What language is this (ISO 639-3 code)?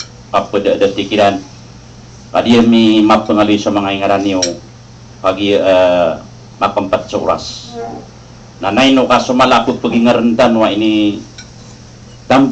mrw